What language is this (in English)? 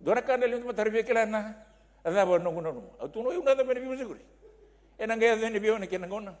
Fijian